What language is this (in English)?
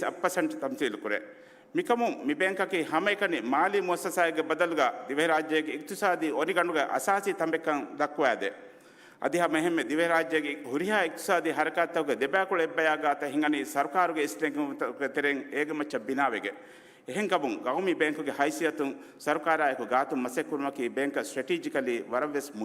Divehi